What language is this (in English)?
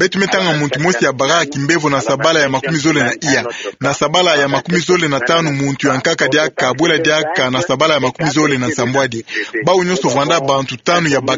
Kituba (Democratic Republic of Congo)